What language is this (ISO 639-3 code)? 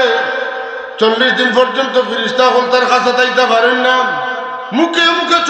syl